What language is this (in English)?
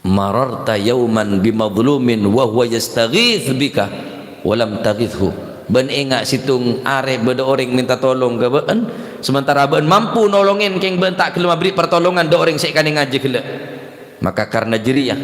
Madurese